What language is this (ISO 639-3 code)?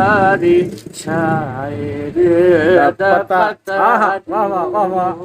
skr